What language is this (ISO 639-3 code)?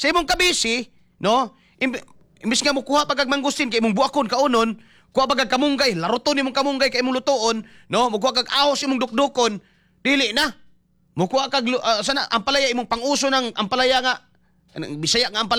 ceb